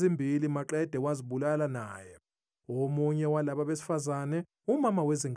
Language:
Zulu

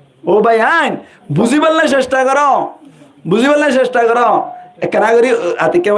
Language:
Rohingya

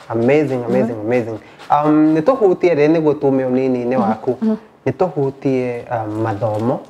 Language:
Kikuyu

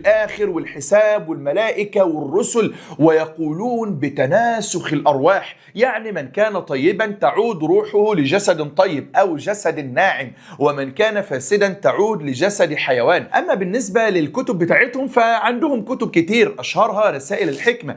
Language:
Egyptian Arabic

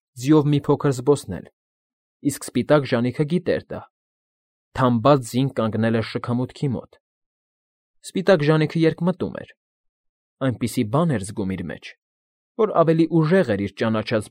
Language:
Armenian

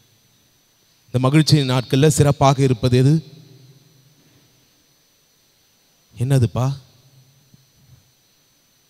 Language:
Tamil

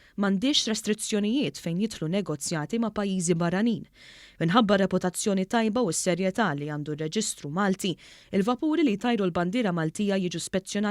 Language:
Maltese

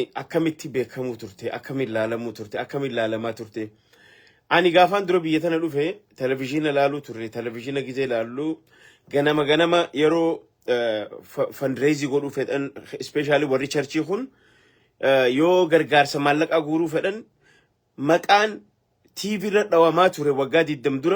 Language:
Oromo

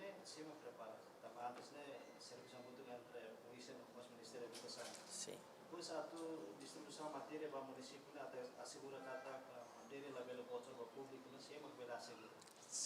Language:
Tetum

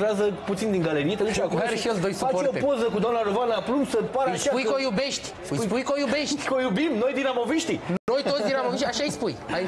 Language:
Romanian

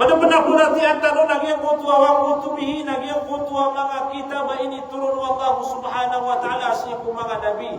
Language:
Maranao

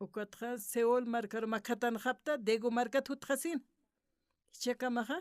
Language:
Aymara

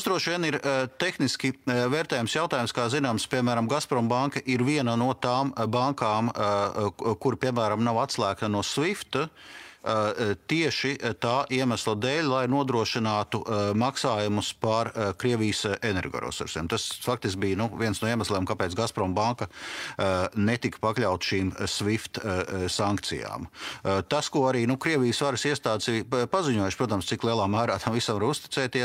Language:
Latvian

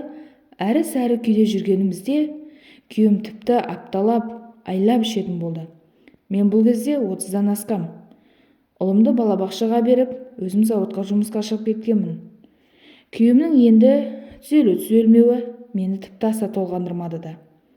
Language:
Kazakh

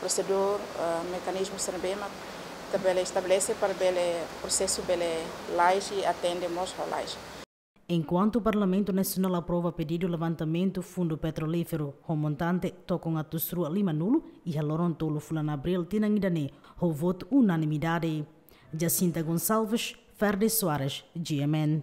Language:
Tetum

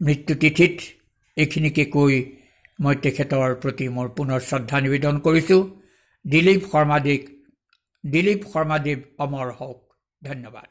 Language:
Assamese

